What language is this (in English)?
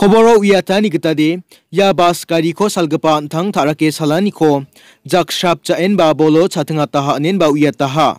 Garo